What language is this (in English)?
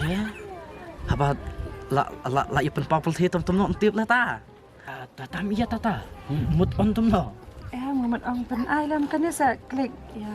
Khasi